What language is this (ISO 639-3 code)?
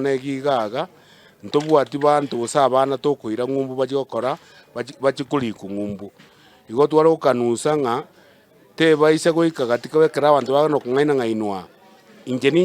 guz